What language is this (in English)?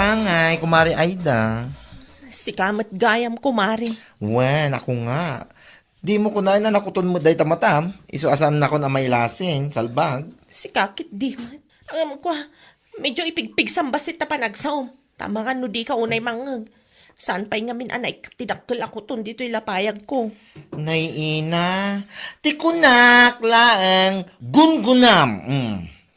Iloko